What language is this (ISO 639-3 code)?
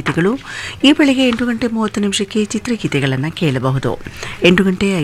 kan